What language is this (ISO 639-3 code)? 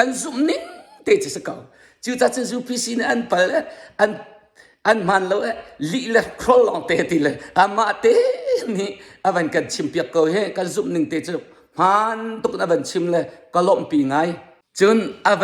cnh